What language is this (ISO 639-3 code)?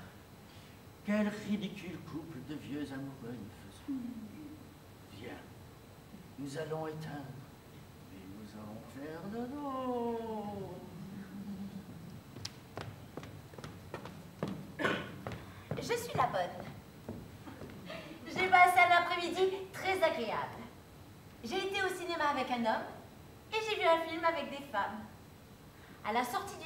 fra